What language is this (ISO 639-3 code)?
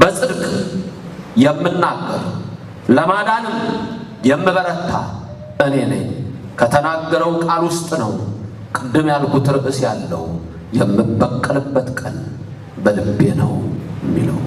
amh